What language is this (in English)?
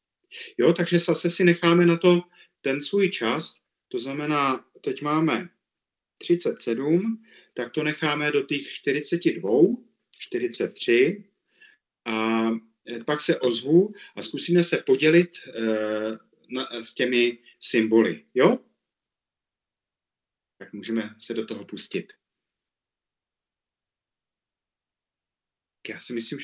Czech